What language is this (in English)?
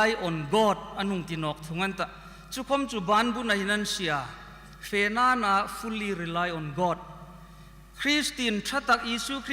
Hmar